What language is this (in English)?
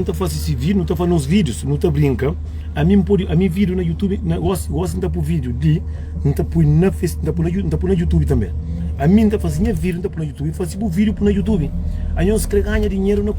Kabuverdianu